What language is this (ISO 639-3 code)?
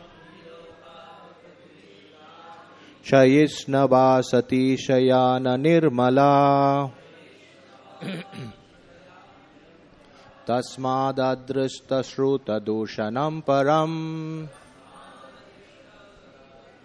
eng